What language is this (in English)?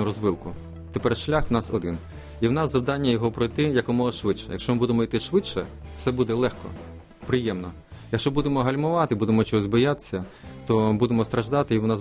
Ukrainian